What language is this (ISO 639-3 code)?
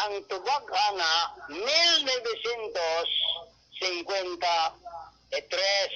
ceb